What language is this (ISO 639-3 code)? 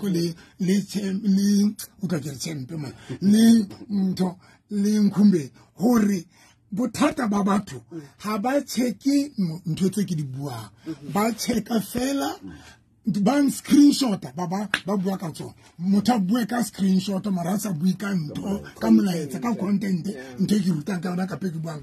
sot